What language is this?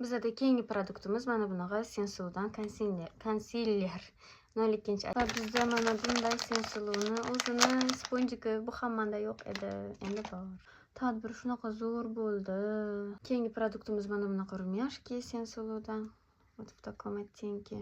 Uzbek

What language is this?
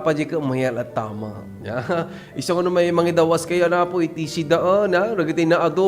Iloko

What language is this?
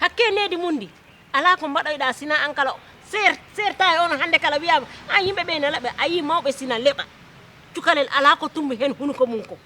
Fula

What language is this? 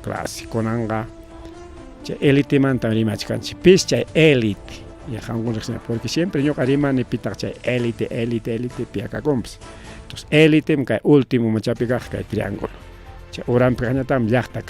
Ayacucho Quechua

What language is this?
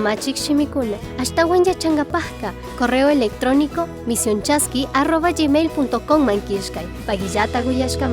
Chimborazo Highland Quichua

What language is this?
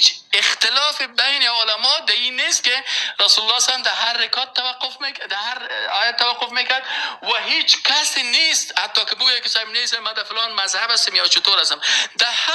Persian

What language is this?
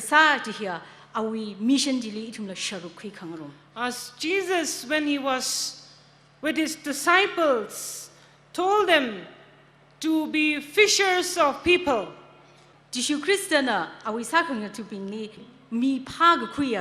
Tangkhul Naga (India)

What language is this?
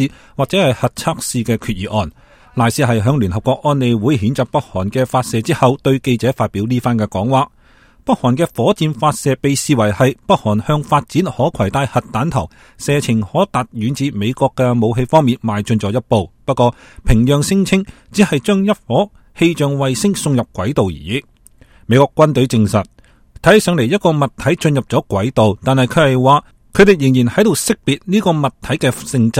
Cantonese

